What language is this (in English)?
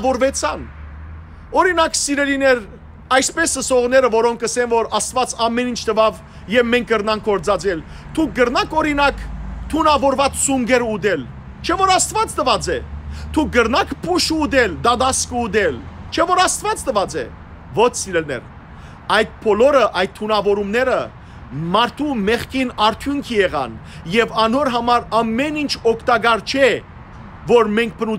Western Armenian